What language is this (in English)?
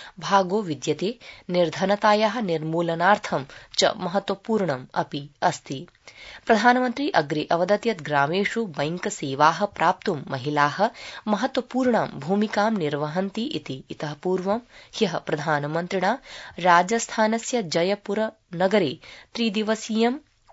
Sanskrit